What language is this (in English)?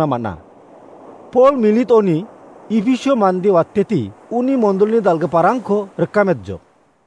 Garo